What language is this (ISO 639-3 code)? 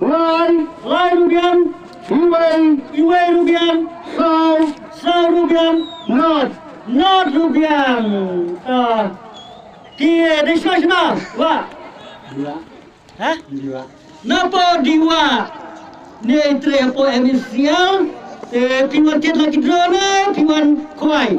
kha